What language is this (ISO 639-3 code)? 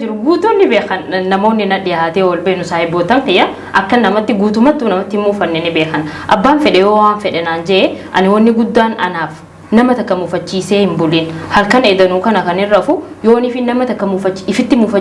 orm